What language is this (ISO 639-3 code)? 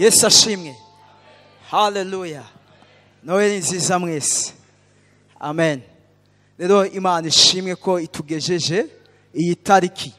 run